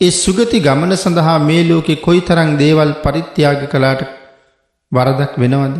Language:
Sinhala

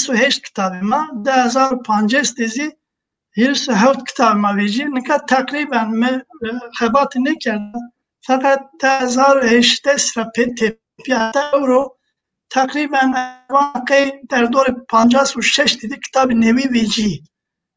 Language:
Zaza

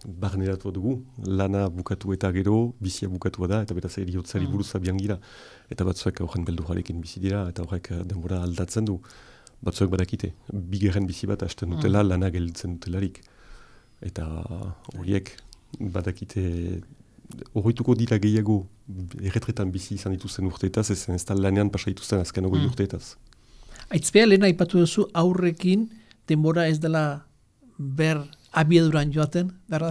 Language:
Basque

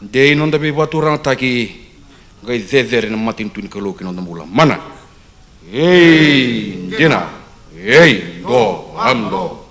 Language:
Fijian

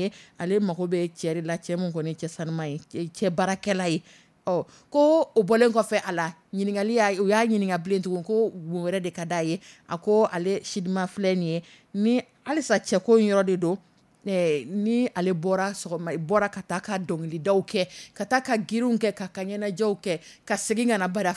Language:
Dyula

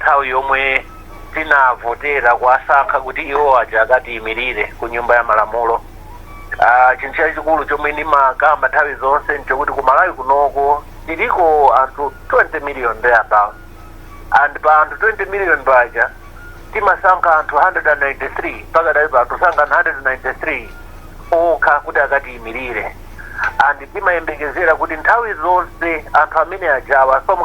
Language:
Nyanja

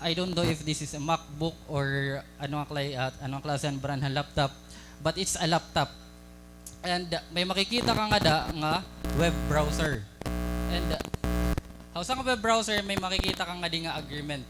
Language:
Waray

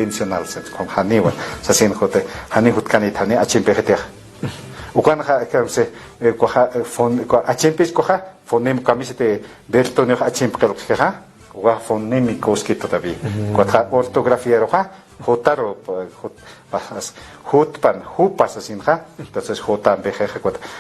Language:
Aymara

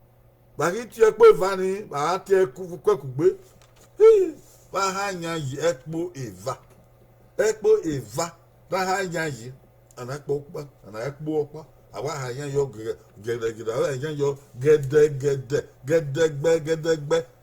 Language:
Bini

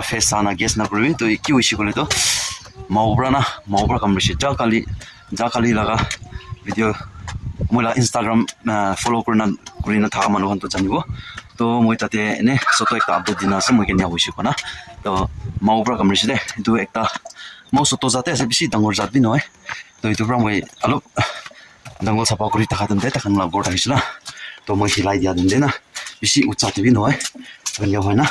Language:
Naga Pidgin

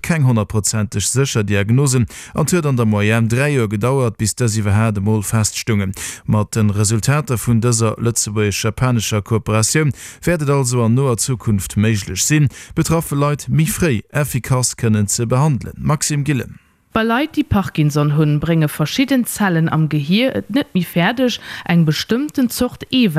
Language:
Luxembourgish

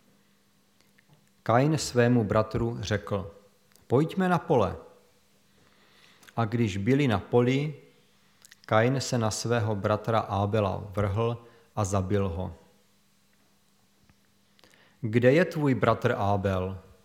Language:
Czech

